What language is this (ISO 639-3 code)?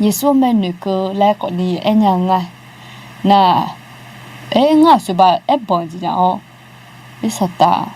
ahk